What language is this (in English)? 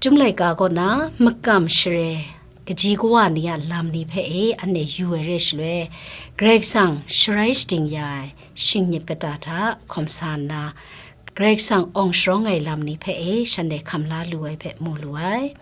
Kachin